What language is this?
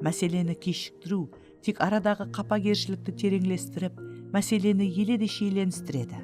Kara-Kalpak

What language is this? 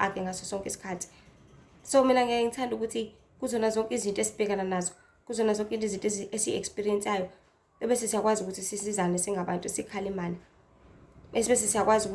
Zulu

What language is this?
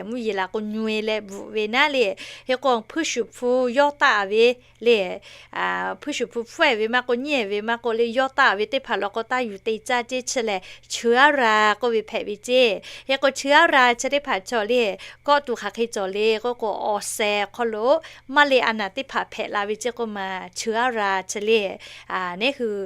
Lahu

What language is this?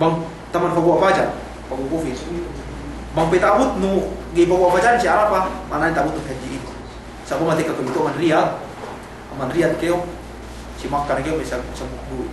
Yakan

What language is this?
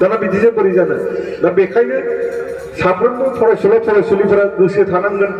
Bodo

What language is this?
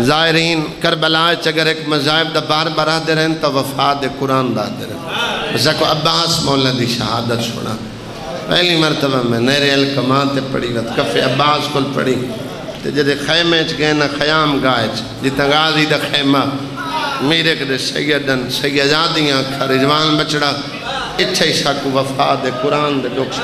Saraiki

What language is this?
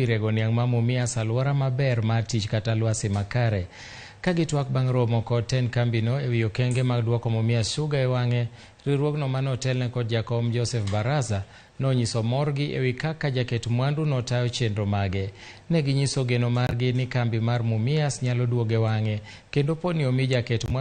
Luo (Kenya and Tanzania)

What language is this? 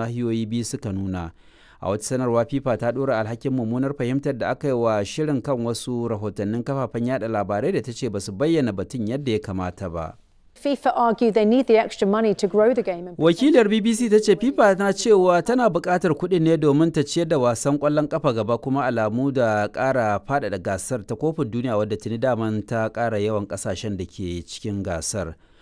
Hausa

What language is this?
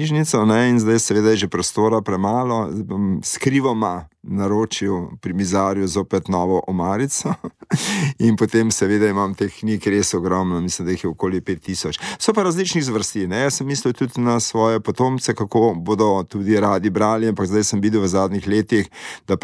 Slovenian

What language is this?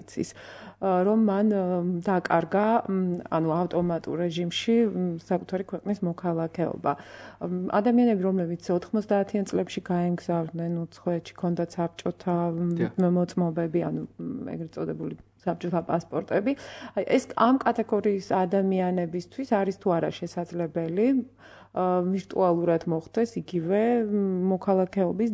Georgian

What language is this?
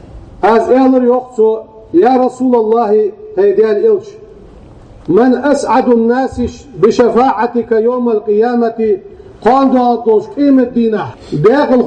Ingush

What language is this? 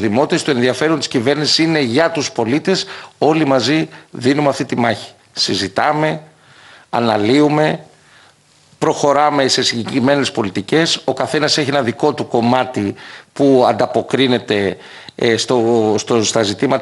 Greek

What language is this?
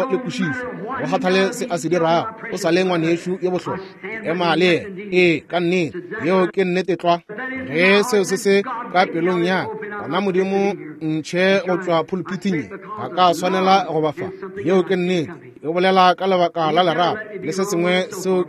Northern Sotho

